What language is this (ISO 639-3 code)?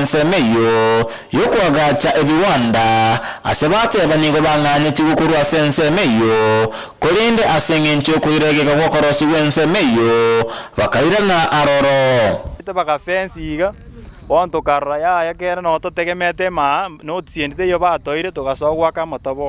guz